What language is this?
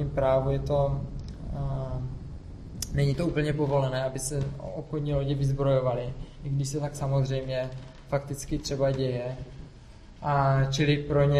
Czech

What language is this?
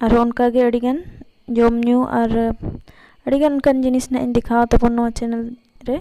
Santali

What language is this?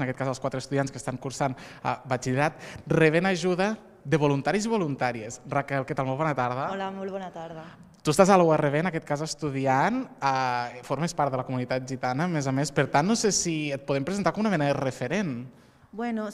Catalan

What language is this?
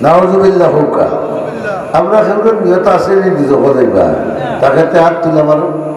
Sylheti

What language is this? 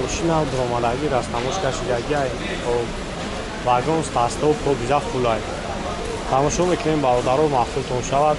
Tajik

